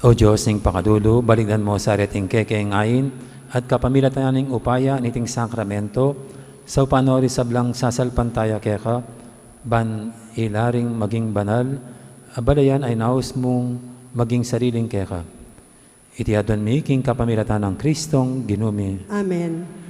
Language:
Pampanga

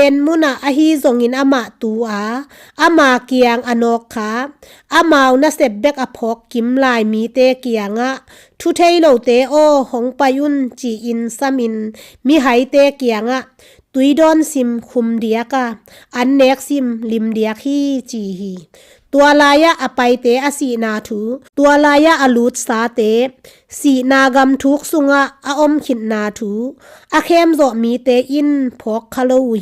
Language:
Tedim Chin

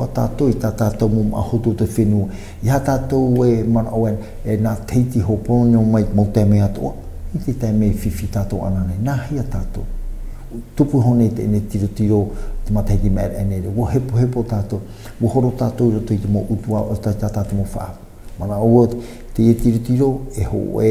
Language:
Tahitian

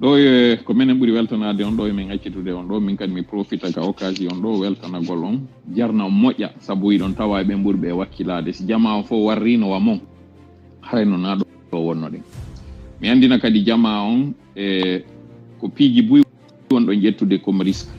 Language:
Fula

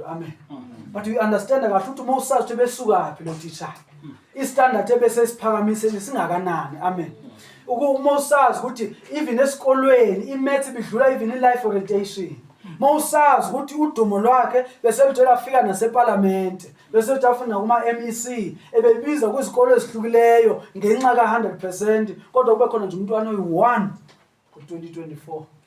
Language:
Zulu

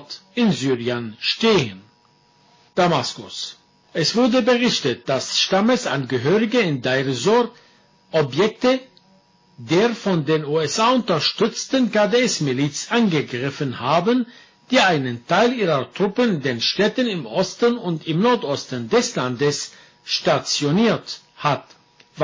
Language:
German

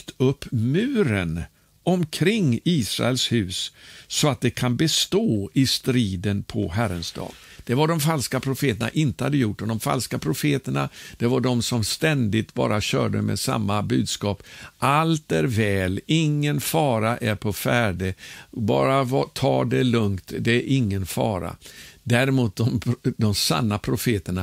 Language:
Swedish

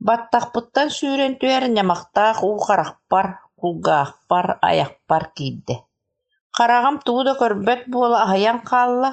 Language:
Yakut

